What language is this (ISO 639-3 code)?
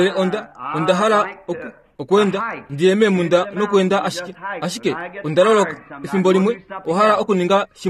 kua